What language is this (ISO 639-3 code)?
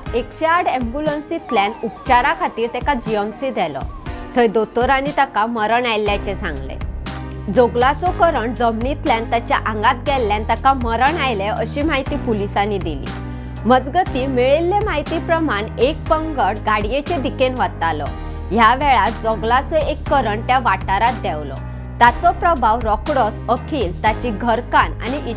kok